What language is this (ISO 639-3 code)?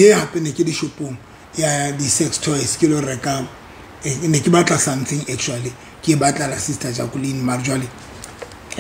sot